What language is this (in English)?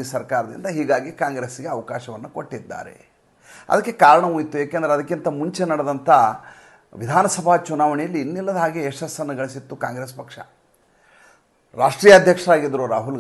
Kannada